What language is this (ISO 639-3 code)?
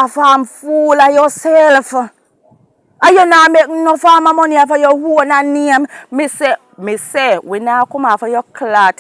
jam